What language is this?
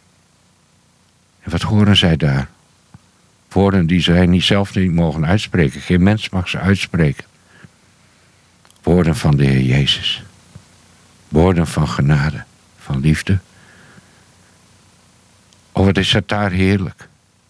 Dutch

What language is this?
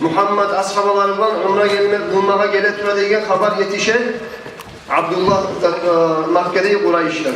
Kumyk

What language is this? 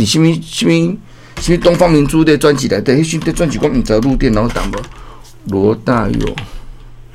Min Nan Chinese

